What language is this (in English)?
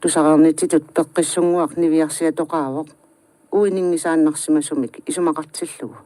Kalaallisut